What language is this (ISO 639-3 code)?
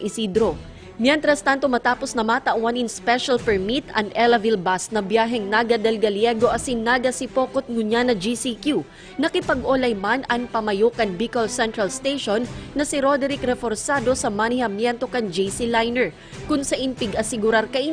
bik